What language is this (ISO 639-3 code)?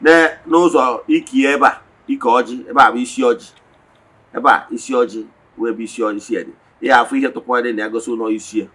ibo